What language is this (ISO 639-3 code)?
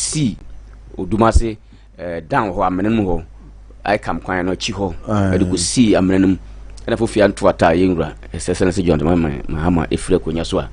aka